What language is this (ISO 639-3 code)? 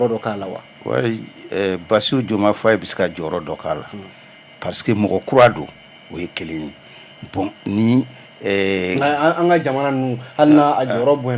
bam